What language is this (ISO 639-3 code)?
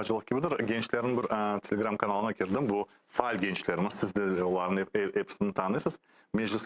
crh